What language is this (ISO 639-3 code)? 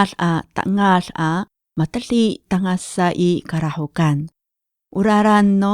ami